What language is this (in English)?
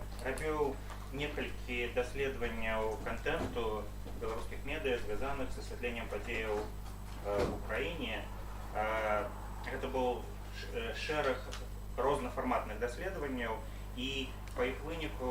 Belarusian